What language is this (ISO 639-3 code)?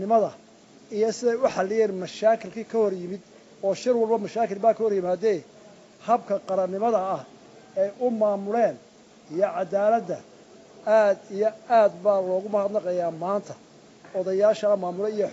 som